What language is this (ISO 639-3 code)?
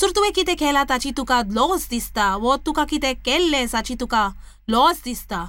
kok